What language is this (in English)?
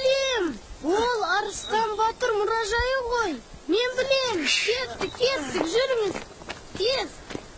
Kazakh